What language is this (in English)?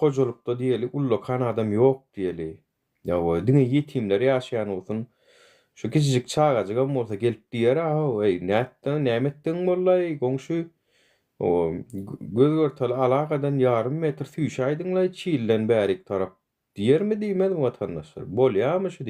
Turkmen